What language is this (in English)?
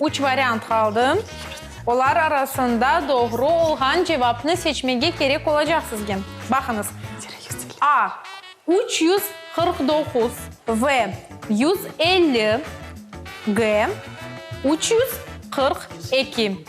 Crimean Tatar